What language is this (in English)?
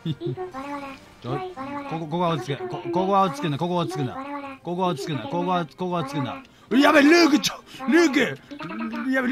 Japanese